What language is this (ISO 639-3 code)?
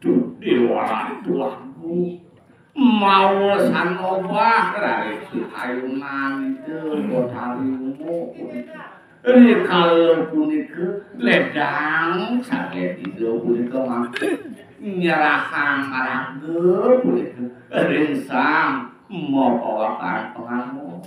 ban